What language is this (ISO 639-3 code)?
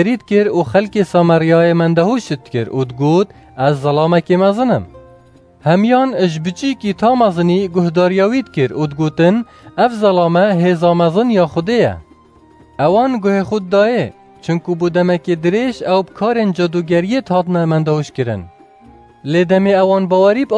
kur